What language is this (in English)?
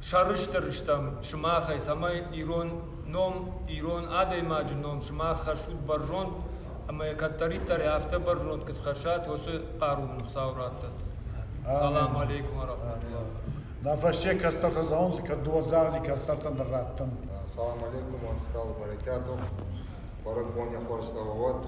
Ossetic